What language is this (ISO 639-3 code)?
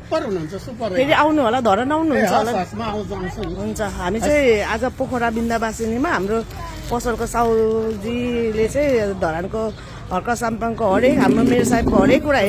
nep